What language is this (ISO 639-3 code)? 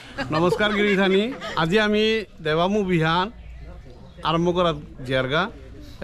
bpy